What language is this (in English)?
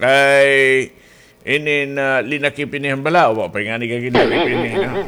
Waray